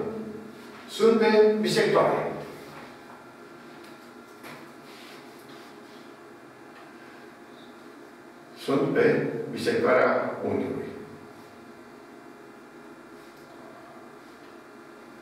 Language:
Romanian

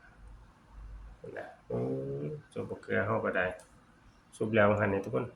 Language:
Northeastern Thai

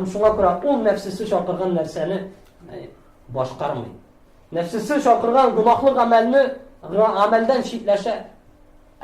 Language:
Tatar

